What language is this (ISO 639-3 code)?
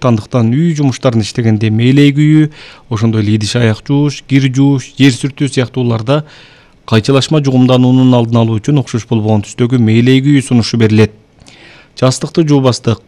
kir